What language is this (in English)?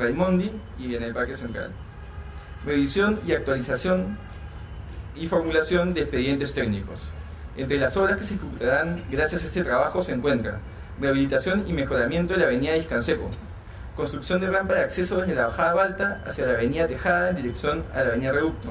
Spanish